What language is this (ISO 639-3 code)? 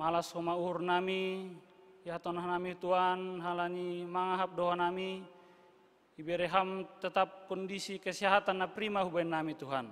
bts